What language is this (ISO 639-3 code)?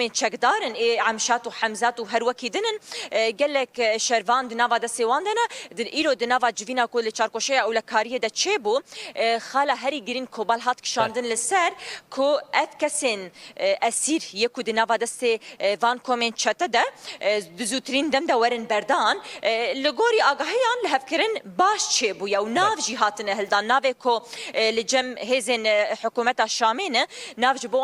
kur